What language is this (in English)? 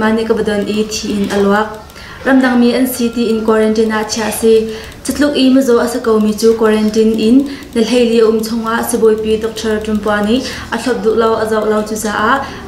Hakha Chin